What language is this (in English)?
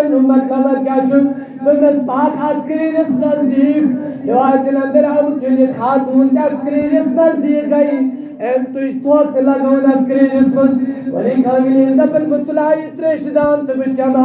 Kashmiri